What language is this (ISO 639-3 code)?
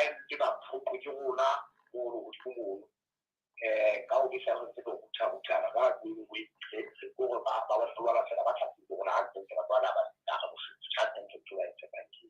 sot